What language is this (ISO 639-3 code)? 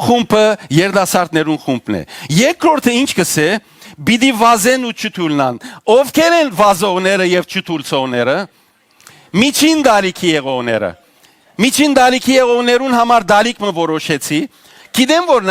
hyw